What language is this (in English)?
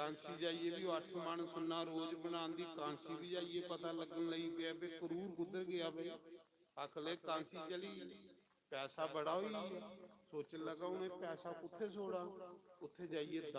Dogri